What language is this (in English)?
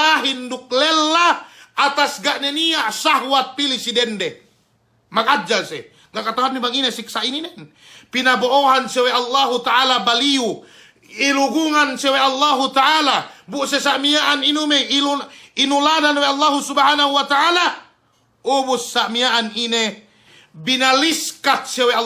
Yakan